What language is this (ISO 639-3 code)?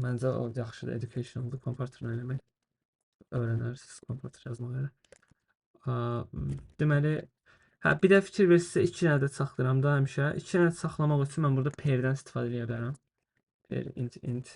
aze